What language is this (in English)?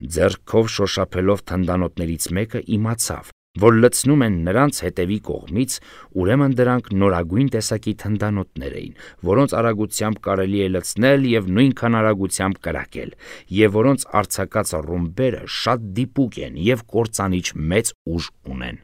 Armenian